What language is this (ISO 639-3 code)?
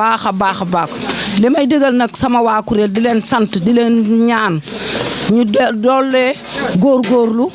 wol